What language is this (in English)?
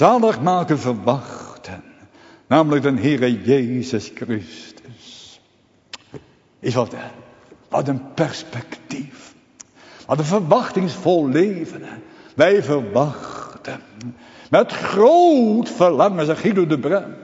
Dutch